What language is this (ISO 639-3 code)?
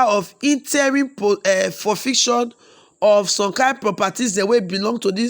pcm